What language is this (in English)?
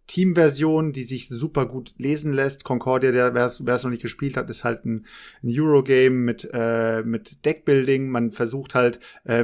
German